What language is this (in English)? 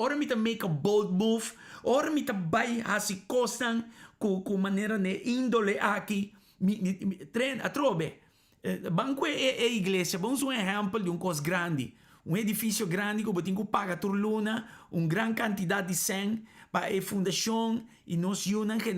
Papiamento